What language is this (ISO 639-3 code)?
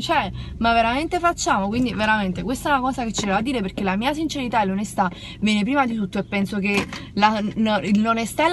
ita